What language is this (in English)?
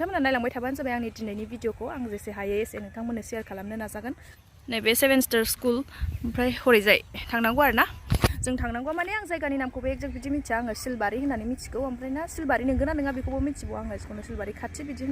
Bodo